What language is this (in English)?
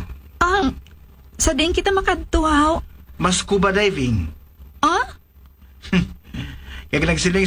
Hiligaynon